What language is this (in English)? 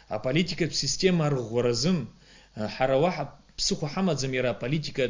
Abkhazian